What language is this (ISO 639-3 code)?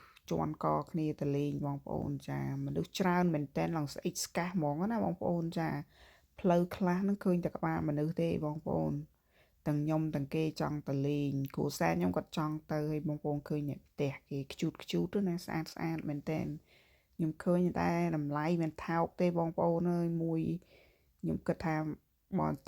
khm